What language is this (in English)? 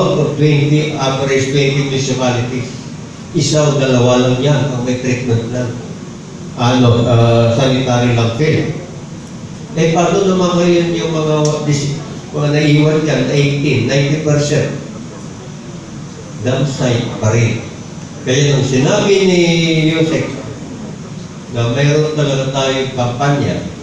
Filipino